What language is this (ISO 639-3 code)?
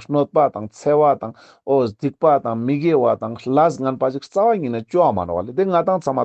lbj